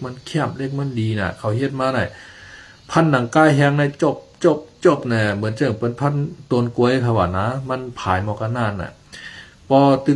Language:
Shan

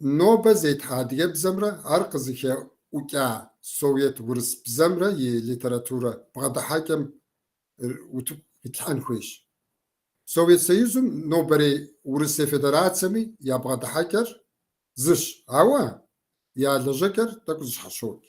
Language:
Kabardian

